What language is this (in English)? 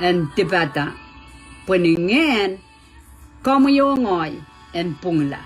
Pohnpeian